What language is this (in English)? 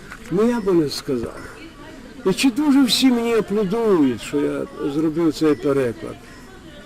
Rusyn